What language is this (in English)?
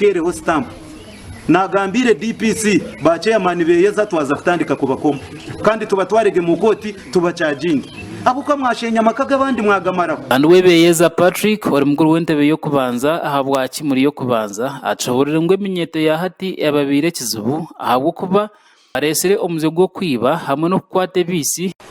Nyankole